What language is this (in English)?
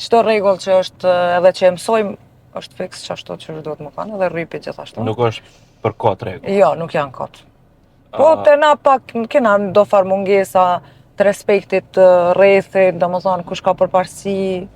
Albanian